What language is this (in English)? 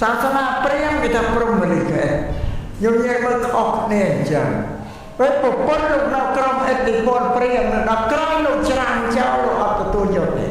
Khmer